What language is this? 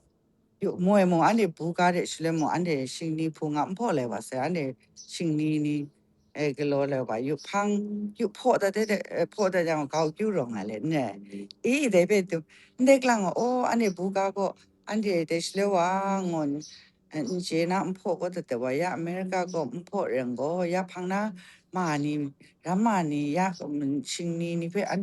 Kachin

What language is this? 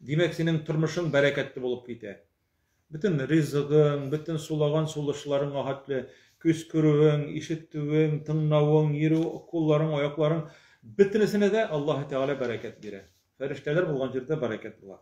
Tatar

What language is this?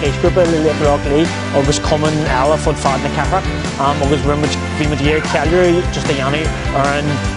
Irish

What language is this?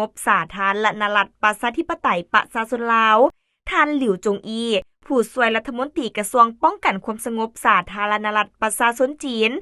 Lao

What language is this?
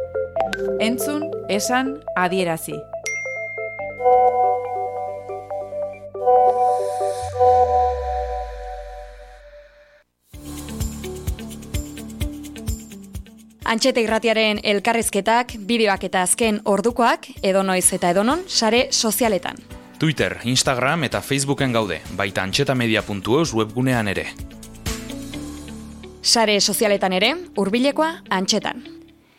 Basque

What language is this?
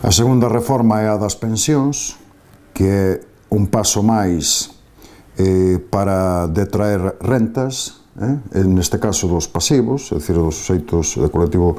Galician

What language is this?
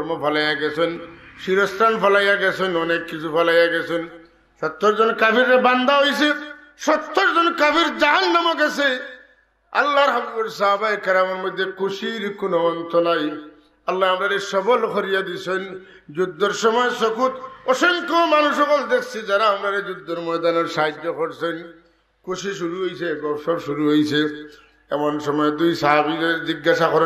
Sylheti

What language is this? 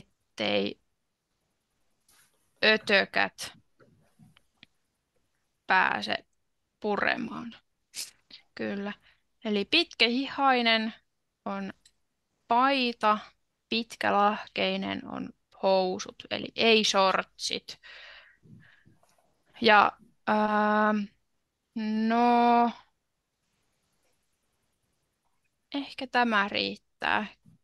Finnish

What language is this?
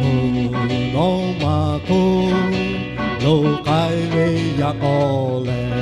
Lahu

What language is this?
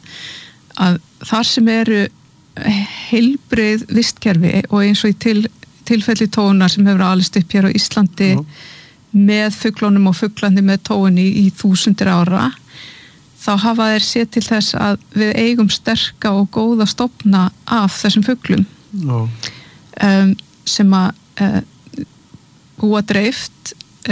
Icelandic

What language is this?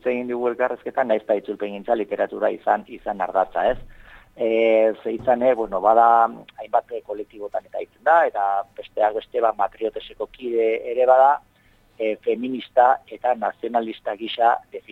Basque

